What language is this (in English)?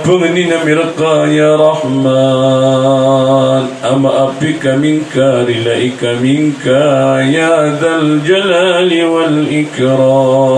Maranao